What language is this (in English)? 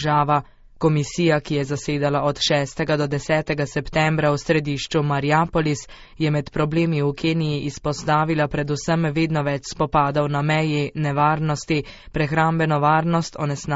Slovenian